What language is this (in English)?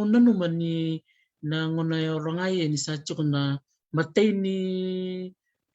Fijian